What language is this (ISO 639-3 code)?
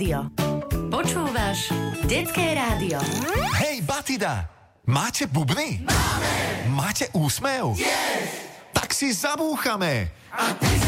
slk